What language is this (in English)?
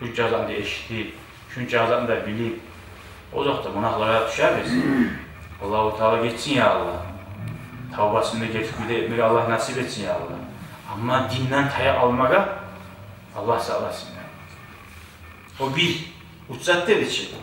Kumyk